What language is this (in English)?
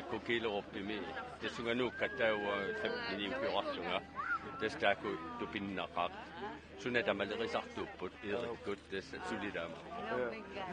Kalaallisut